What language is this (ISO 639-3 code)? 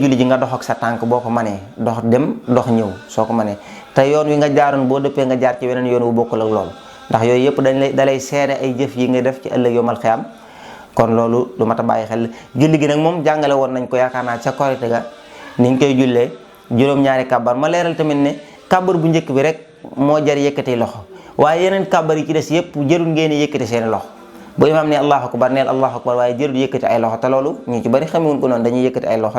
wol